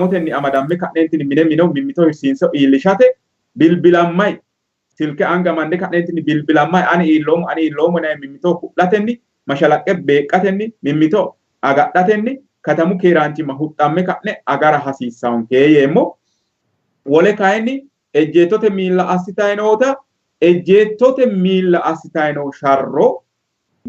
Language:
Sidamo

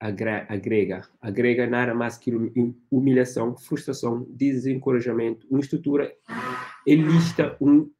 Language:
Kabuverdianu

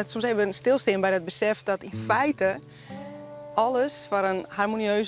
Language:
Western Frisian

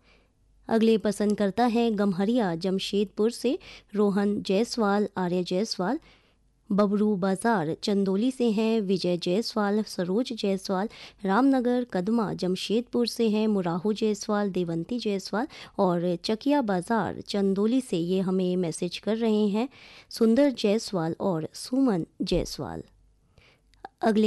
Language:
Hindi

